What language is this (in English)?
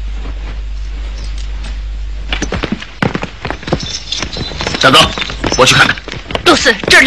Chinese